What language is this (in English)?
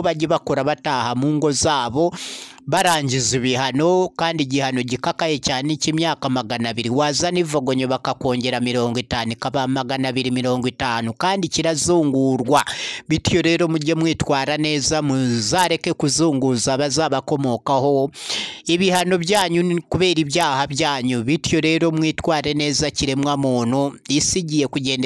Kinyarwanda